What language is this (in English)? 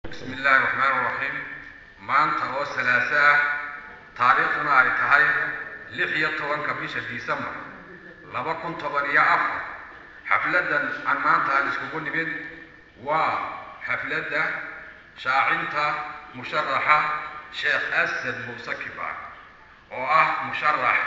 Somali